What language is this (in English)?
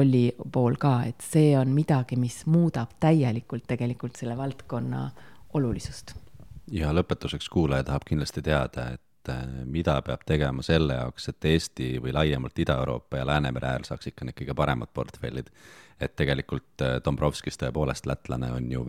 Estonian